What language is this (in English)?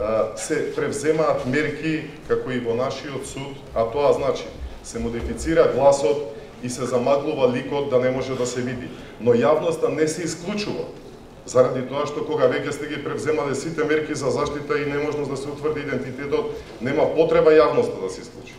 Macedonian